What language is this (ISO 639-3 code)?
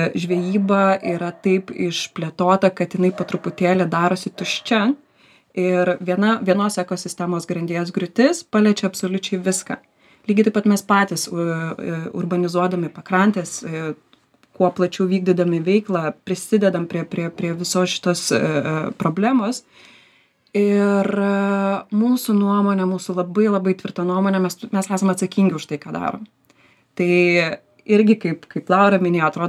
lit